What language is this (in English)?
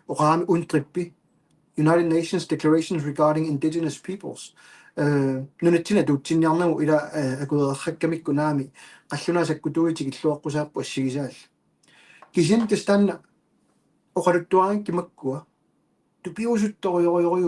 Kalaallisut